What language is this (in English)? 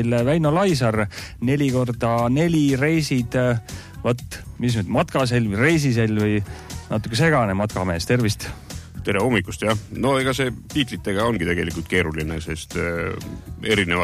Estonian